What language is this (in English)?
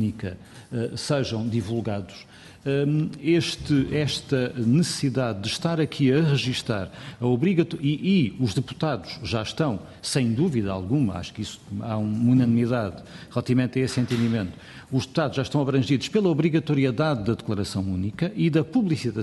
Portuguese